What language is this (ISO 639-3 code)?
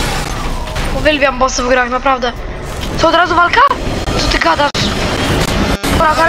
pol